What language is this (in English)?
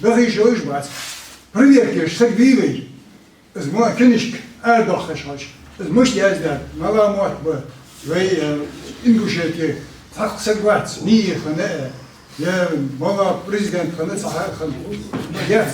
Ingush